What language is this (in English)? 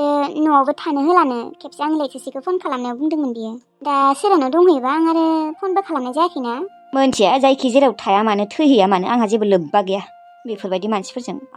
Bodo